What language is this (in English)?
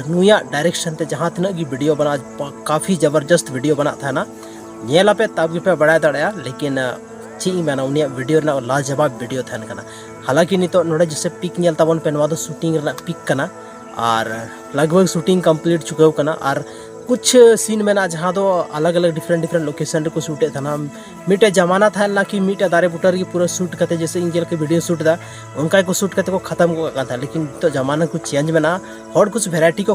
Santali